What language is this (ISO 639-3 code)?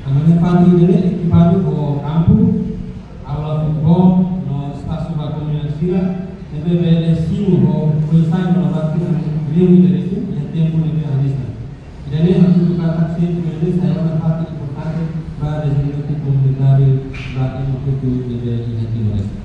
tet